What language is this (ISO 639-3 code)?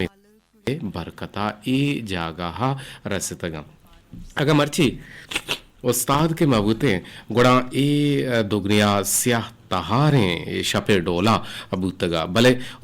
bgp